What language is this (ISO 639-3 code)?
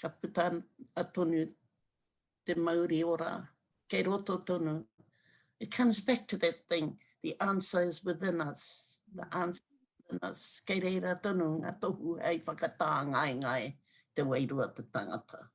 mri